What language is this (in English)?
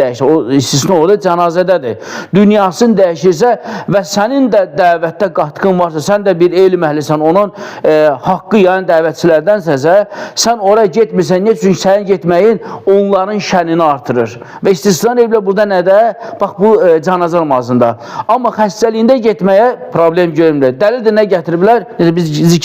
Azerbaijani